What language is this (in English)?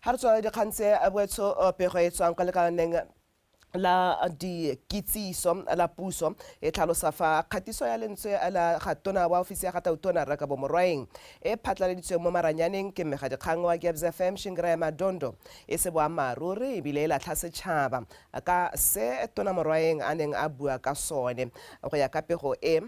Tswana